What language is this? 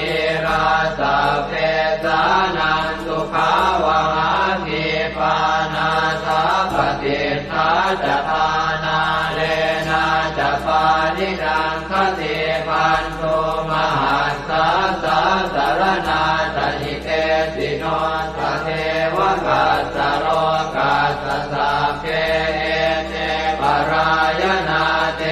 Pali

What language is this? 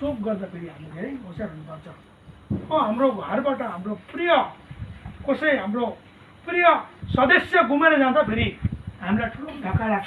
Nepali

